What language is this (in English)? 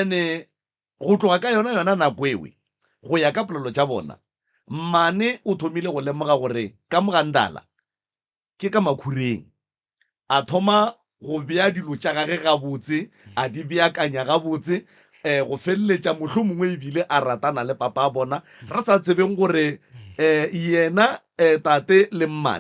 Northern Sotho